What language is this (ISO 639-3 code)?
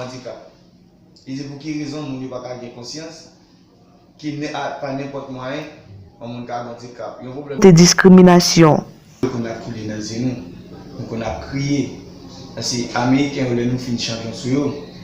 hat